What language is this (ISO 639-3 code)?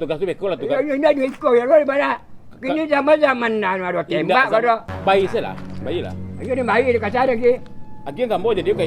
min